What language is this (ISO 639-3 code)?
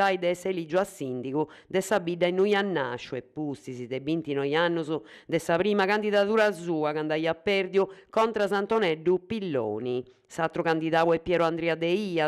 srd